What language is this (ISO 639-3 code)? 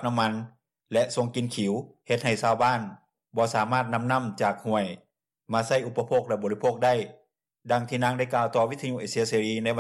lao